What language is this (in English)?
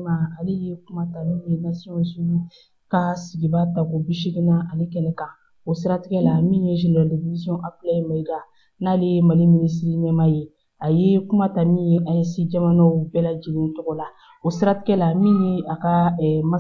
Bambara